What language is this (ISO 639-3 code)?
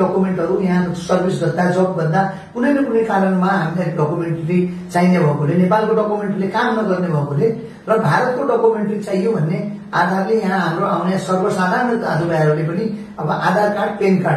nep